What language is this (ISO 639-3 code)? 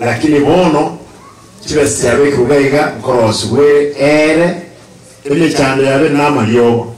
guz